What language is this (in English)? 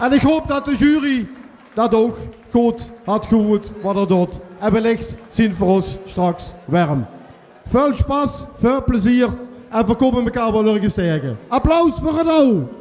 Limburgish